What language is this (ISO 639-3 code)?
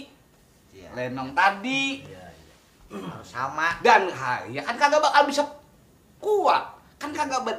bew